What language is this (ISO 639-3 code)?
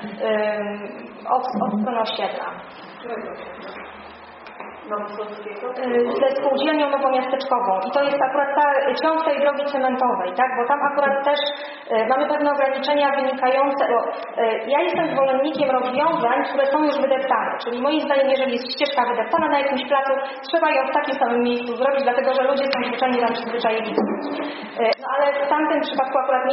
pol